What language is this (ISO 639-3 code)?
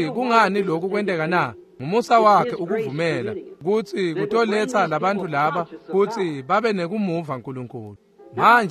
ssw